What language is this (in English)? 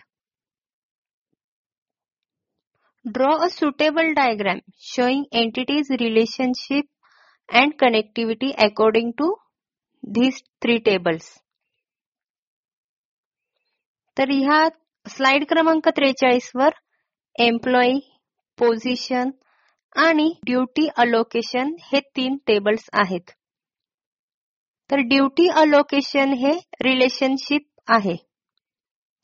Marathi